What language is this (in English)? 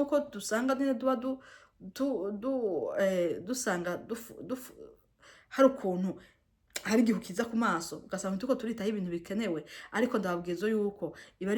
Rundi